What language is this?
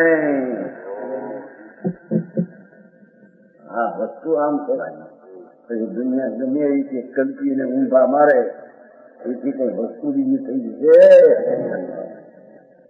Gujarati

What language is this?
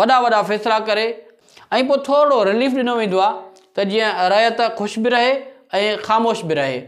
Sindhi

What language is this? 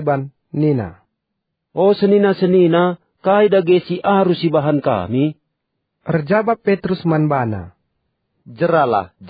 Batak Karo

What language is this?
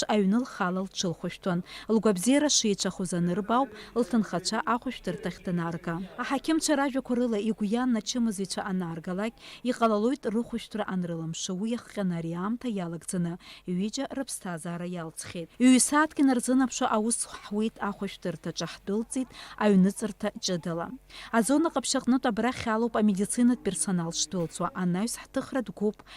Abkhazian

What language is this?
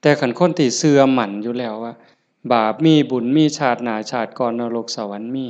Northeastern Thai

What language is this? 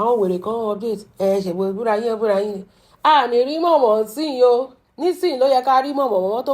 Yoruba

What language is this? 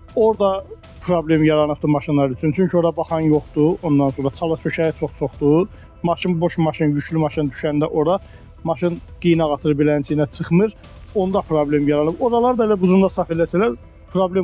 Azerbaijani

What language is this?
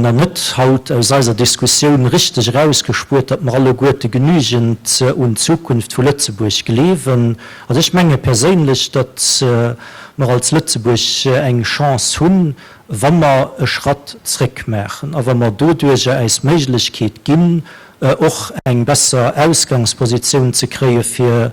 Luxembourgish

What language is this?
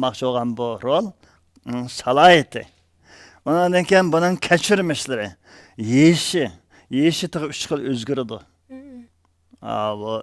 Uyghur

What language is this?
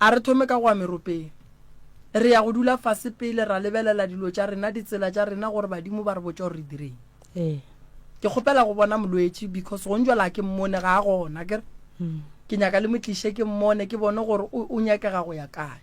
Northern Sotho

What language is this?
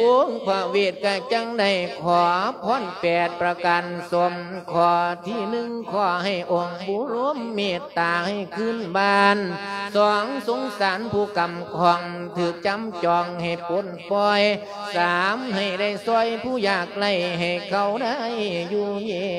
Lao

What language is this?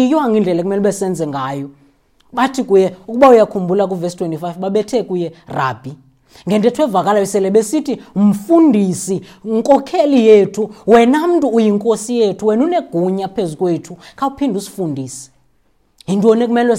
Xhosa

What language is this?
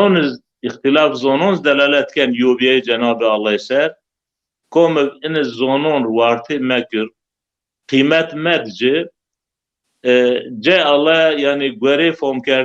Zaza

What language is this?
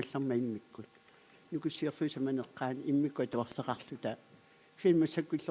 Kalaallisut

